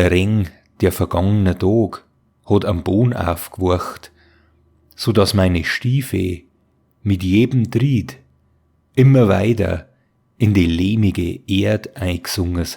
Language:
Bavarian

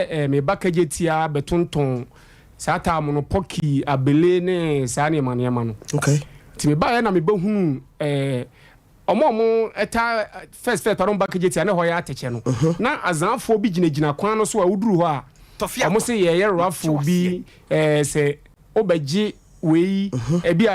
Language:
Akan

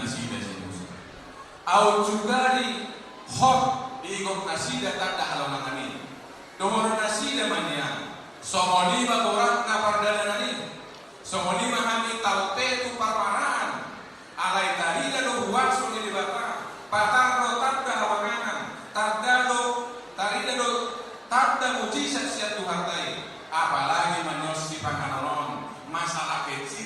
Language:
Batak Toba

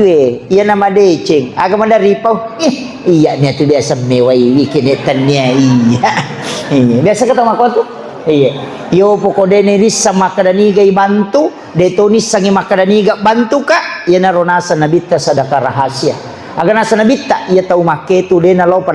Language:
Buginese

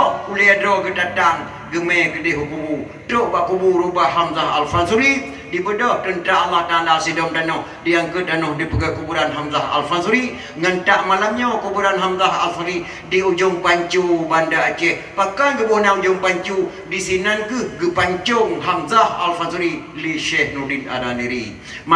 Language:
Achinese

